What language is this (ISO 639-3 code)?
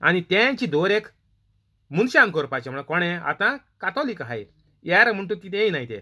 kok